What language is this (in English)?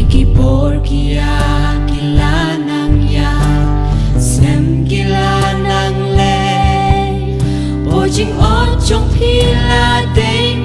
Khasi